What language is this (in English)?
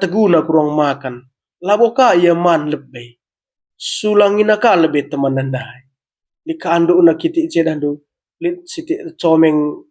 Batak Karo